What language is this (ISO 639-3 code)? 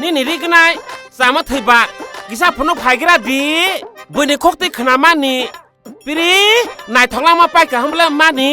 trp